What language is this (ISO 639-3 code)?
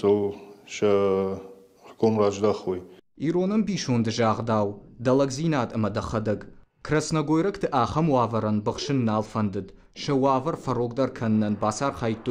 oss